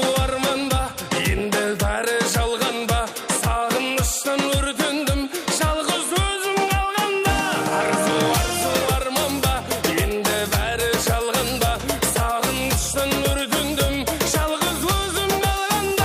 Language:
Kara-Kalpak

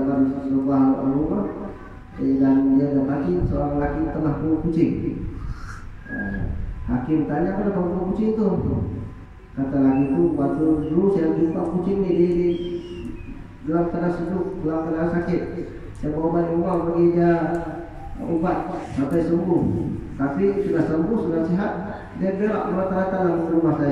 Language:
Malay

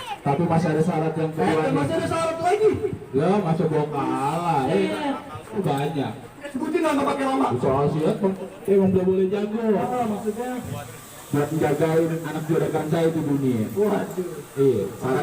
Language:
Betawi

